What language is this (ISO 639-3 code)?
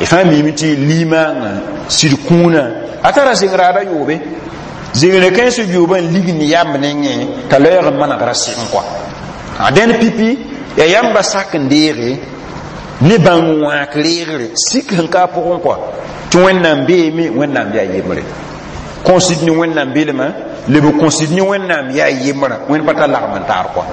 mos